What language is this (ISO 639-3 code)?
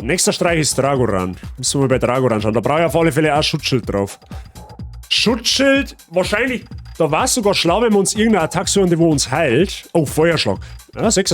bar